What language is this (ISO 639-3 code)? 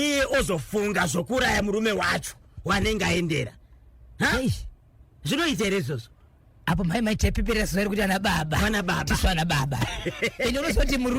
sna